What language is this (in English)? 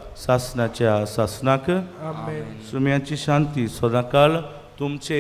Konkani